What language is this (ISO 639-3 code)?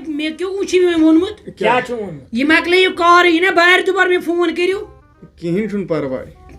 kas